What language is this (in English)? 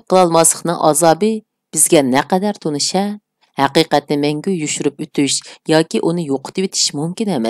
Uyghur